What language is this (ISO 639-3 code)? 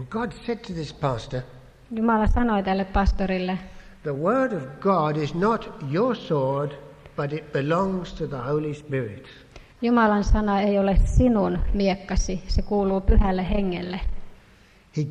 fin